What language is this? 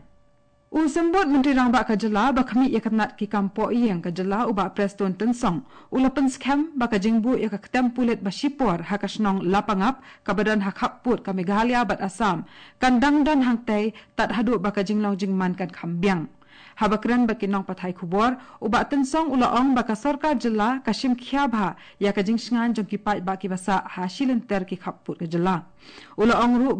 Khasi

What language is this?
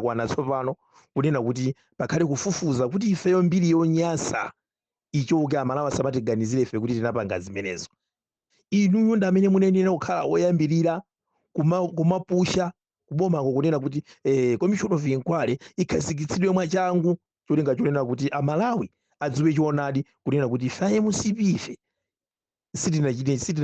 Nyanja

